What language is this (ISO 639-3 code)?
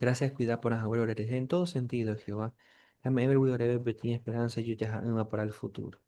grn